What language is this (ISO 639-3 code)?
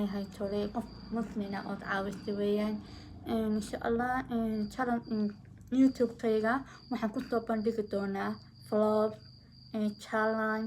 som